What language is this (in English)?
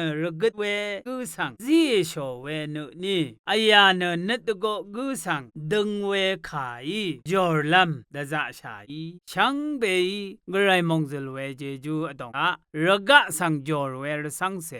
Rawang